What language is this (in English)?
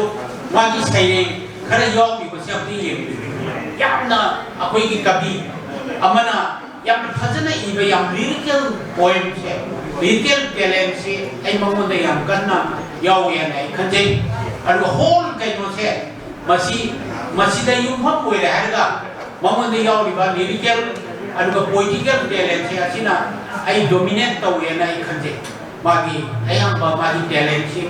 Manipuri